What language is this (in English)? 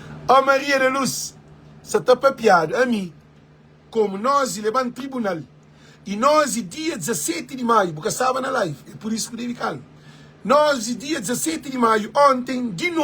Kabuverdianu